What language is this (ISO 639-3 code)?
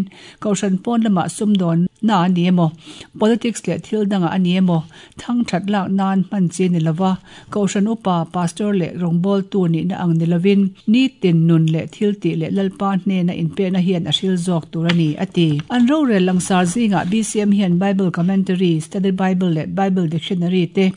lus